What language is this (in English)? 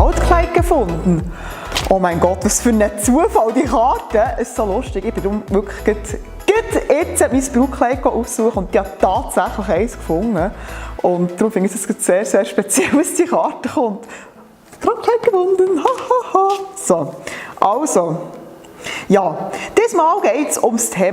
Swiss German